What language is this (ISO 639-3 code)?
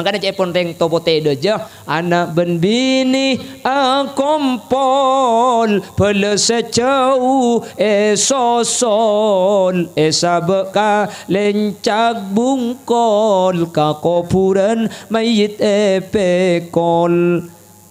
mad